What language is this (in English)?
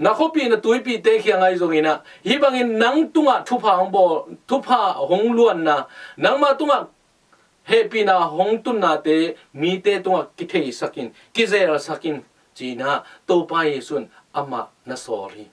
Tedim Chin